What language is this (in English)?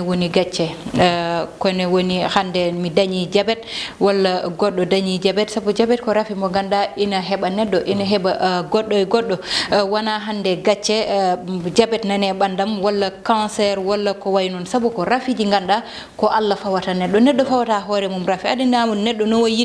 Fula